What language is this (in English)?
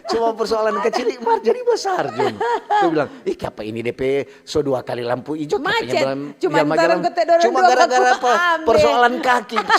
Manado Malay